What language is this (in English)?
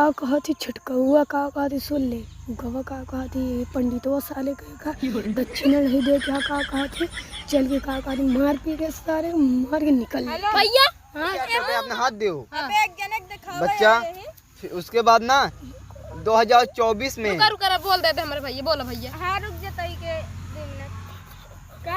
Awadhi